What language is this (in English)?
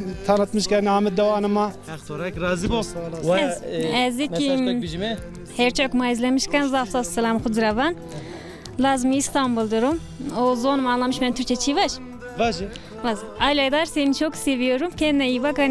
Zaza